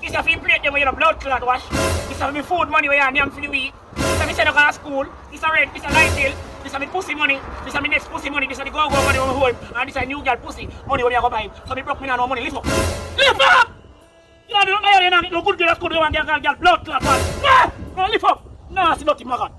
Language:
Jamaican Creole English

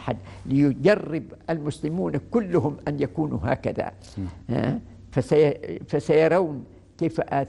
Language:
Arabic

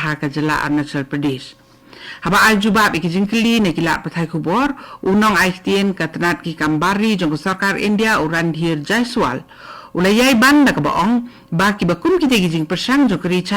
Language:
Khasi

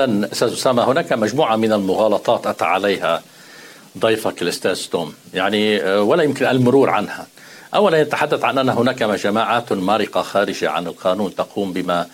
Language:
Arabic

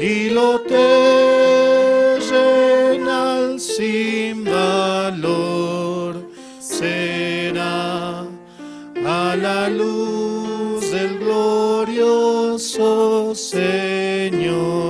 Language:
Aymara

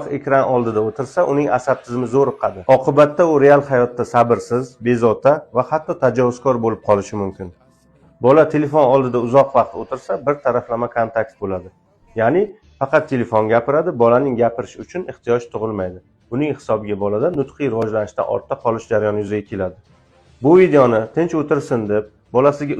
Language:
Uzbek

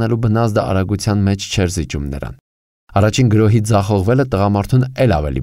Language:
Armenian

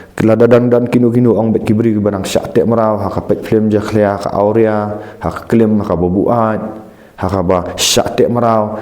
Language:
Khasi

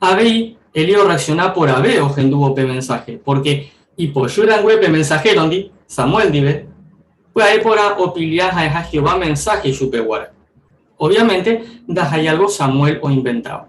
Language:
Guarani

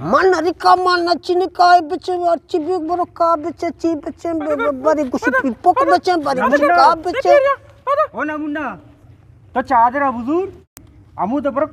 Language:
Eastern Balochi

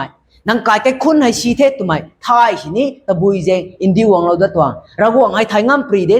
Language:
Rongmei Naga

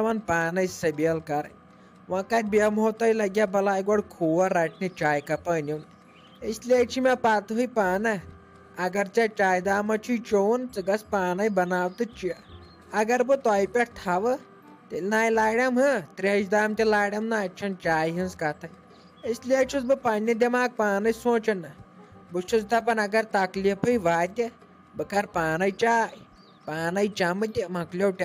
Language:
Kashmiri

